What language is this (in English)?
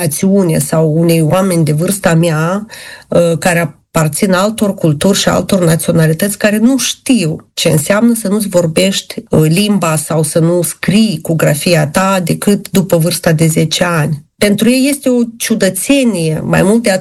Romanian